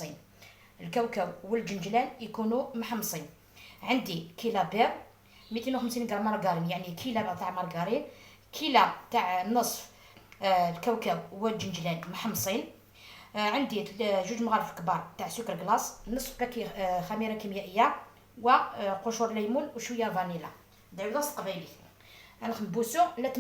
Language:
Algerian Arabic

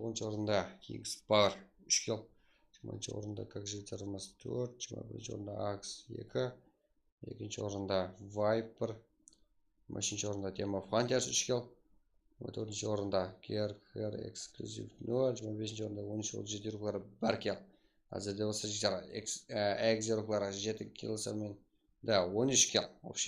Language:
Kara-Kalpak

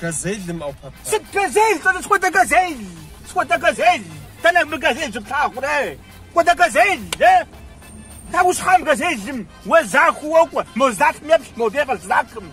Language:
Kabardian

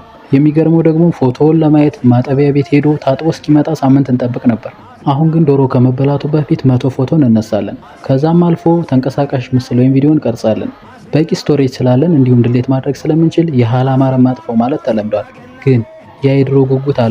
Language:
Amharic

